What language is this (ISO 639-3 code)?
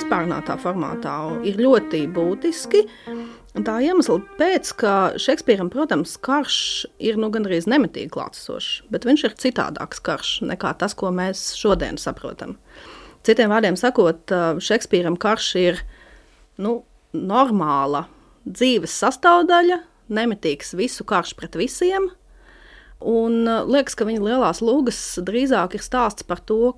lav